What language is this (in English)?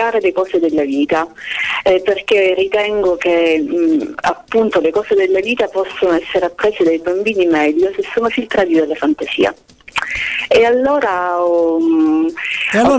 Italian